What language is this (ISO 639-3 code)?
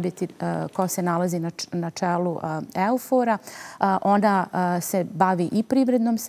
bos